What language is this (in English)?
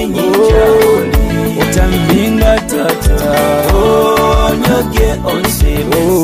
Nyoro